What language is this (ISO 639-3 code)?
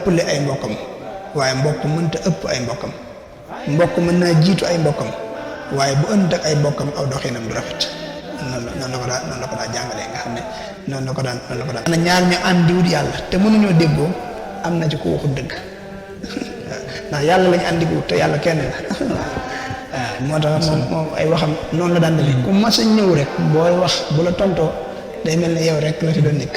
wol